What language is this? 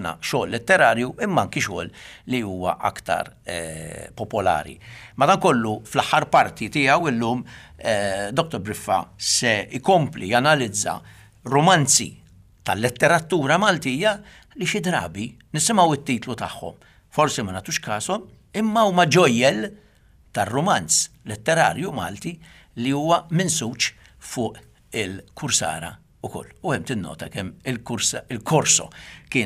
Maltese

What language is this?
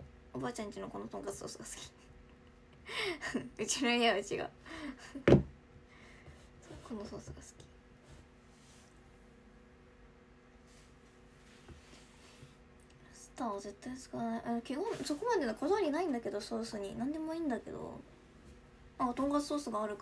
Japanese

